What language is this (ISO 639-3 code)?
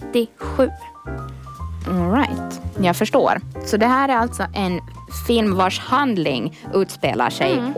swe